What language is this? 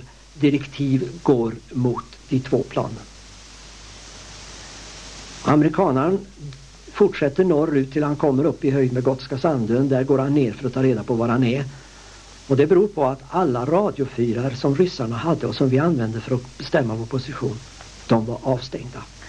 Swedish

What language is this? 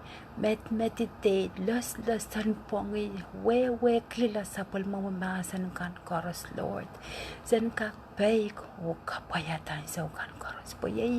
Pohnpeian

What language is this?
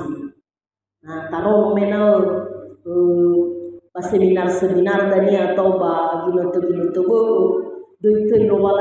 Nias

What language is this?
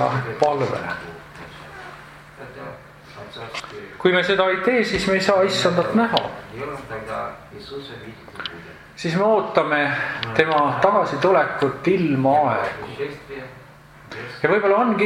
Estonian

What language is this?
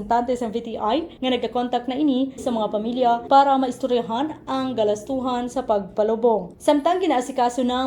Hiligaynon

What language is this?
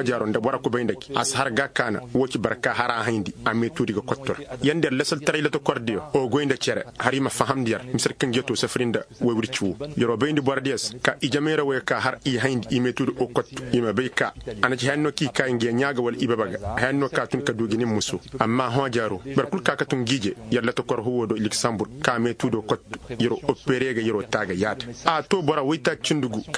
Koyraboro Senni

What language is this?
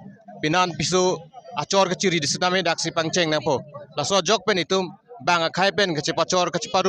Karbi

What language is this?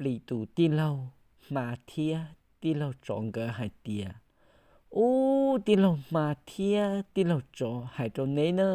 Hmong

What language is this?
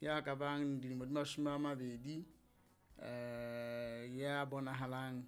Southern Sotho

